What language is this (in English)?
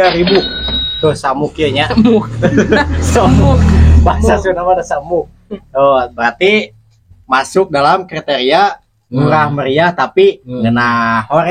Sundanese